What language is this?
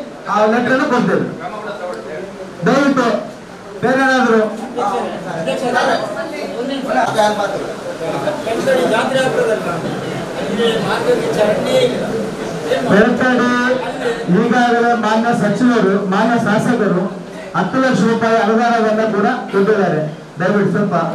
Kannada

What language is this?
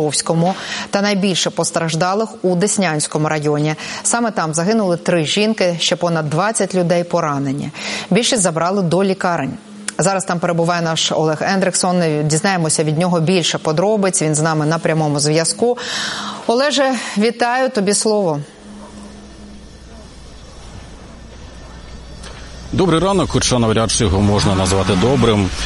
Ukrainian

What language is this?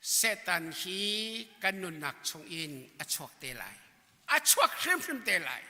Hakha Chin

